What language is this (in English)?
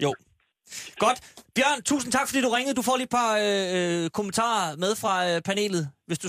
Danish